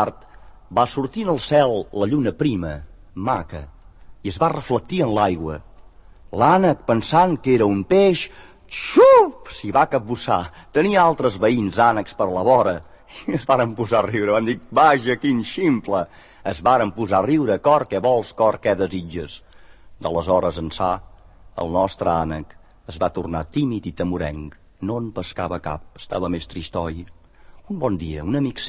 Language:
Catalan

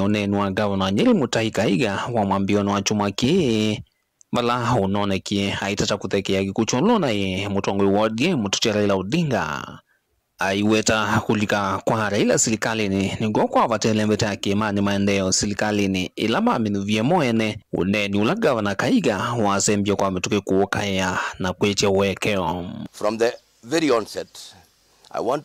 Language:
Kamba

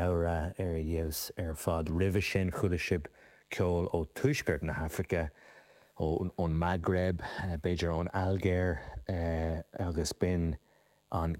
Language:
Irish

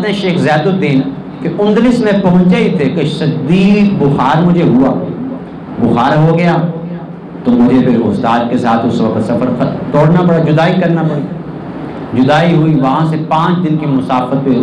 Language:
Urdu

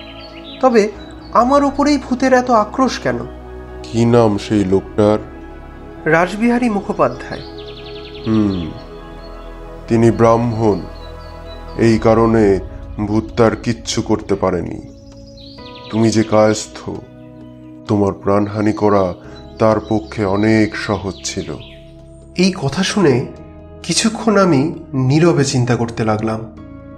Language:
Bangla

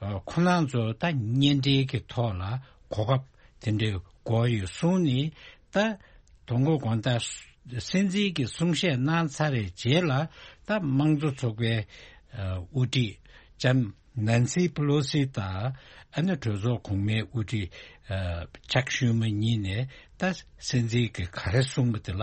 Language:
Tibetan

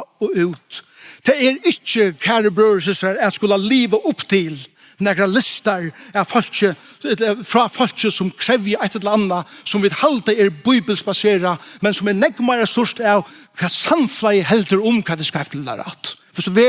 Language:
Faroese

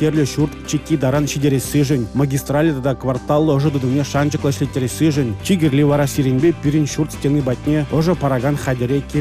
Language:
Chuvash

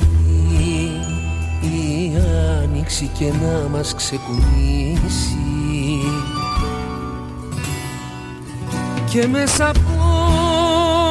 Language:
Greek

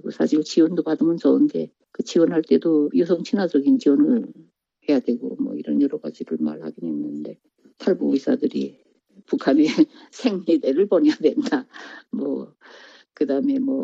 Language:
Korean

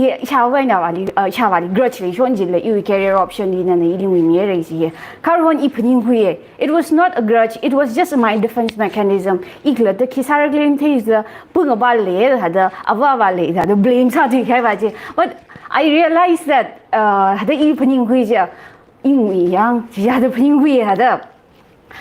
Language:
Tangkhul Naga (India)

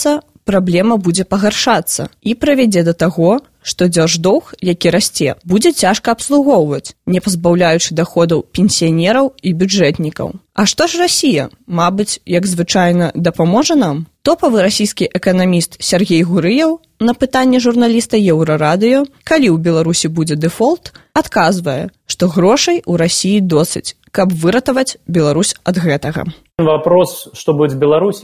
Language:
Belarusian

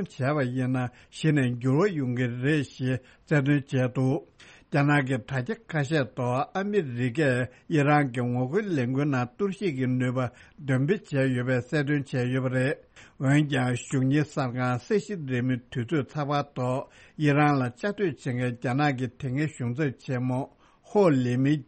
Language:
Tibetan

